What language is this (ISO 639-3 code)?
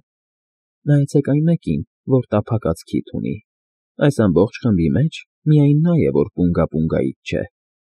hye